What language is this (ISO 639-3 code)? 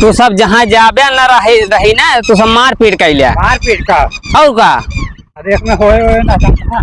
awa